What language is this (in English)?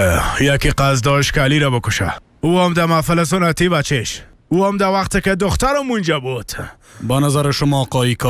Persian